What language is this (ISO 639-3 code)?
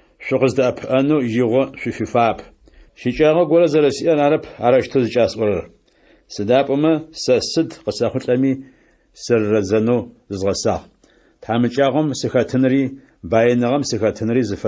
ady